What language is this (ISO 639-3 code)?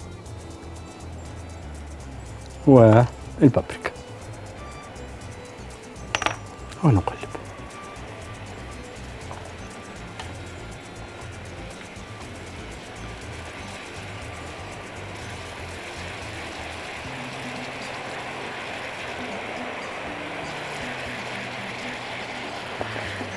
arz